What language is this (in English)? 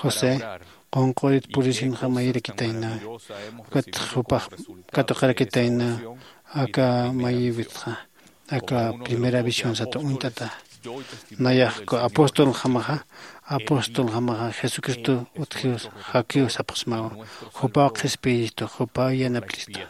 Aymara